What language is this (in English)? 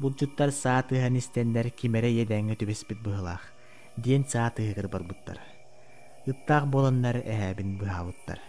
Yakut